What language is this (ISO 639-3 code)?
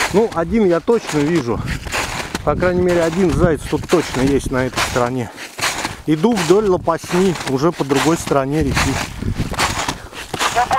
rus